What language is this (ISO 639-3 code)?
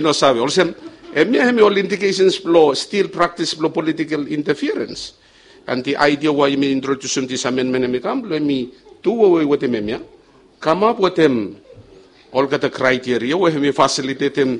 bis